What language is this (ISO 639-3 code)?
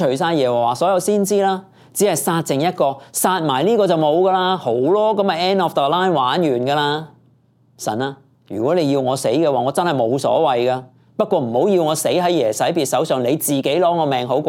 yue